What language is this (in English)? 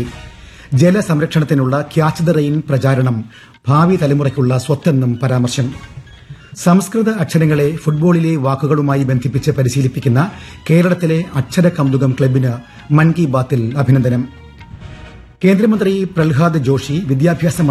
Malayalam